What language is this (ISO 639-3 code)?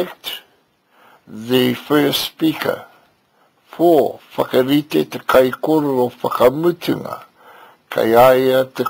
mri